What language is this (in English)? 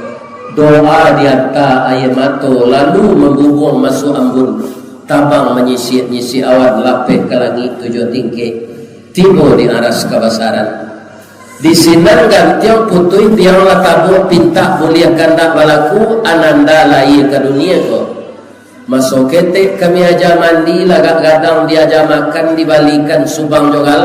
Minangkabau